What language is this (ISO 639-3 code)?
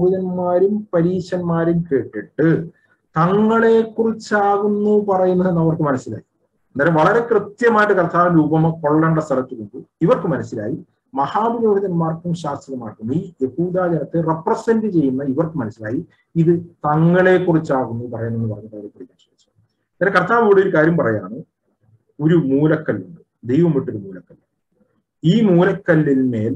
mal